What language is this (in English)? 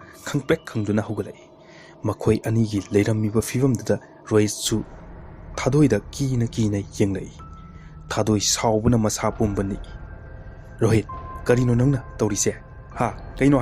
Manipuri